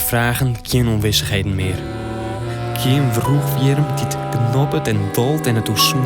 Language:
Western Frisian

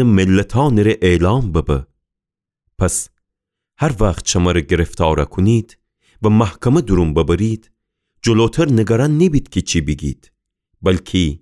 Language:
Gilaki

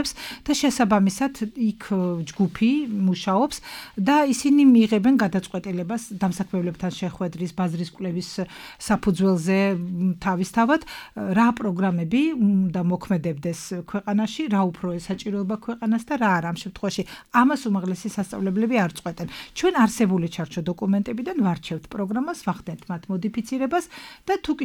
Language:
Georgian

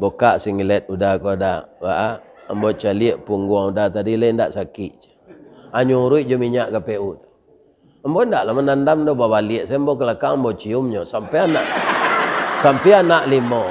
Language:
Minangkabau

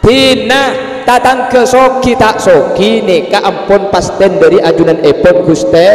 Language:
Madurese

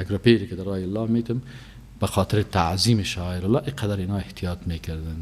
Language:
Persian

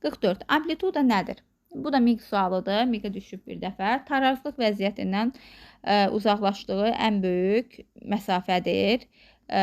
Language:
Azerbaijani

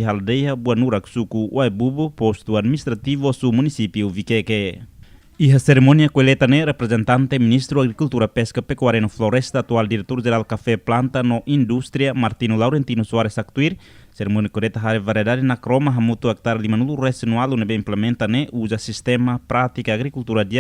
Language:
Tetum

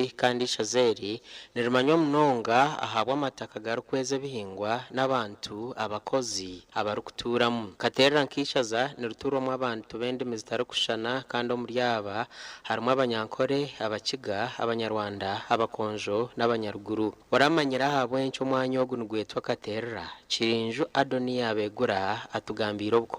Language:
Nyankole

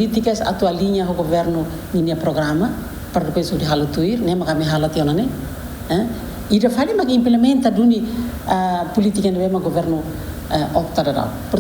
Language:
Tetum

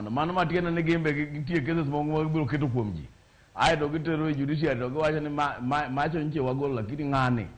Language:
Luo (Kenya and Tanzania)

